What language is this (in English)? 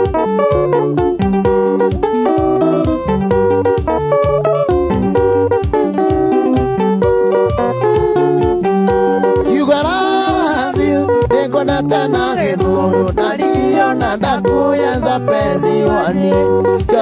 Kikuyu